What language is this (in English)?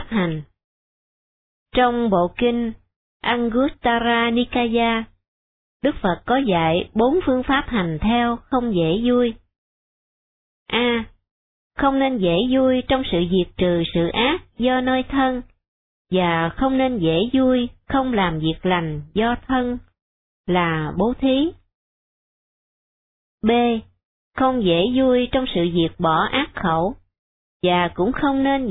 Vietnamese